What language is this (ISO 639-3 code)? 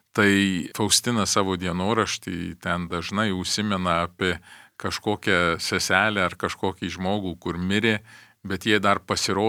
lit